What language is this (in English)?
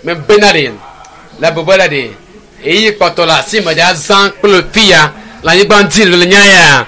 Ewe